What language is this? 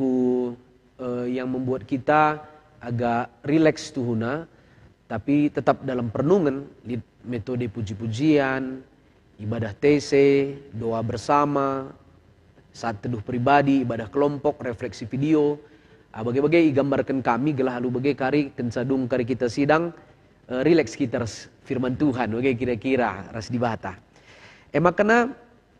Batak Karo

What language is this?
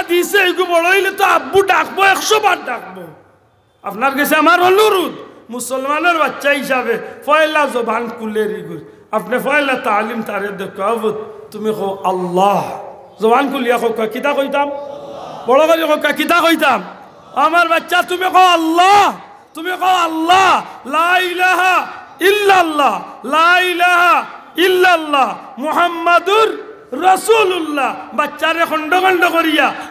Sylheti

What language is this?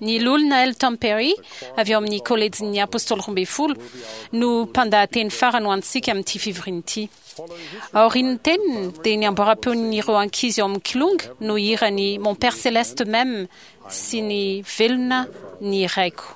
Malagasy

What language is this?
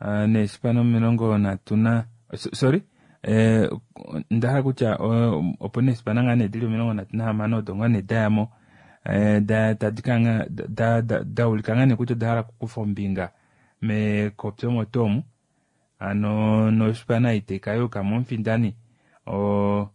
Kuanyama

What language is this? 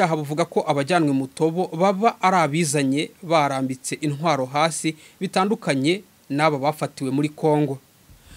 Kinyarwanda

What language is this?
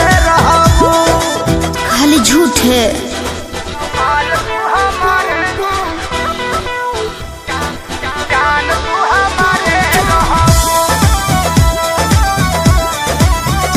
Bhojpuri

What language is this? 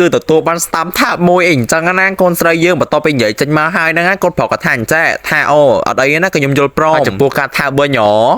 Khmer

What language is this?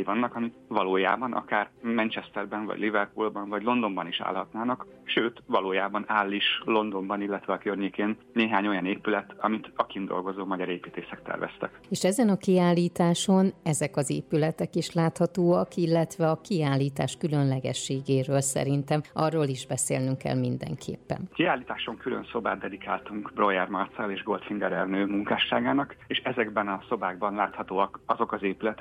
Hungarian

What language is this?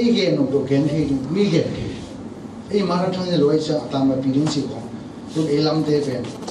Tedim Chin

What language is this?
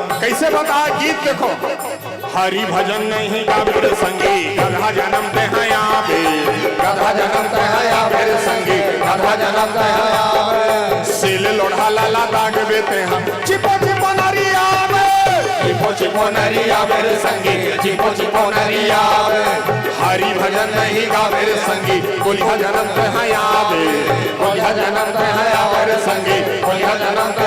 Chhattisgarhi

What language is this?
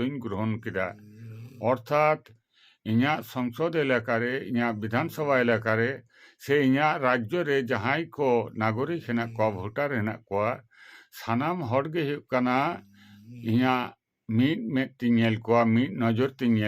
Santali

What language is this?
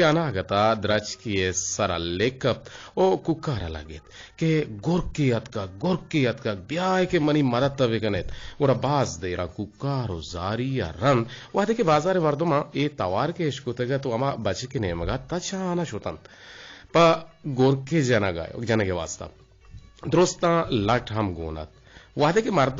Eastern Balochi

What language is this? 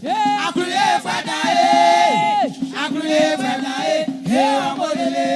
Baoulé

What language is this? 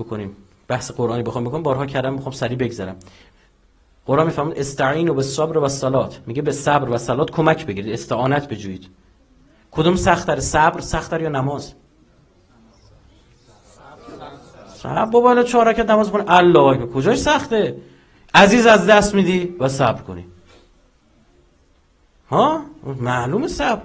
Persian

